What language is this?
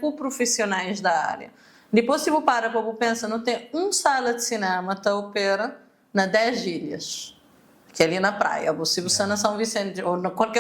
Kabuverdianu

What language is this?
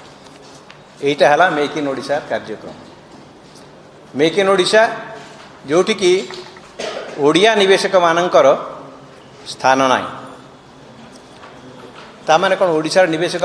Odia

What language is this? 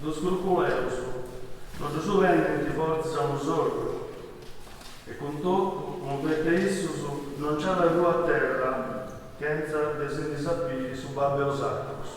Sardinian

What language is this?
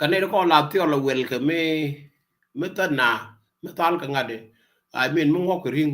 Nuer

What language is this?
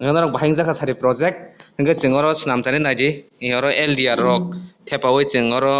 Kok Borok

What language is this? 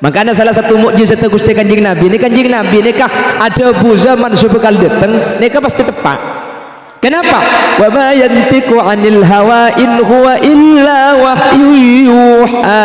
Madurese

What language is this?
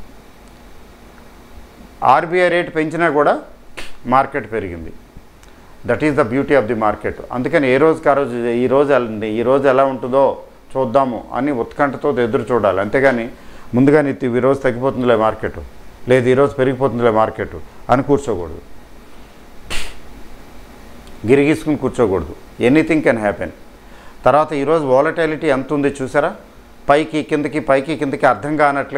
Telugu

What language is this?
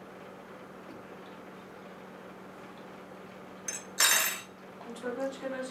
Turkish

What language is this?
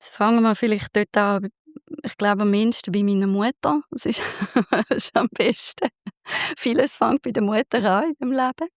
Swiss German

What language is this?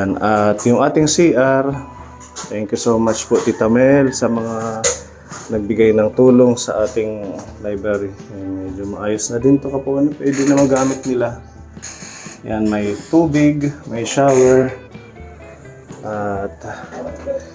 Filipino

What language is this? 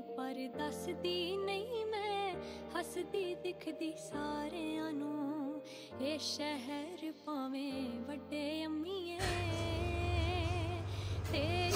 Punjabi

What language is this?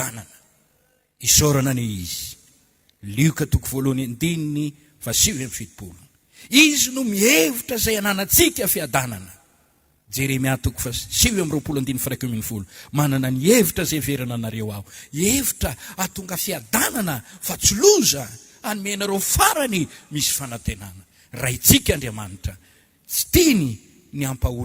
Malagasy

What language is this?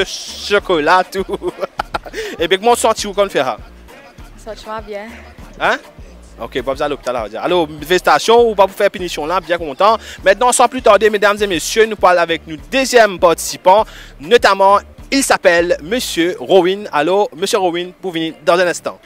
Morisyen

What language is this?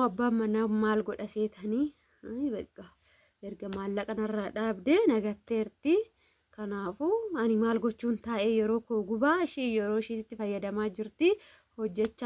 Oromo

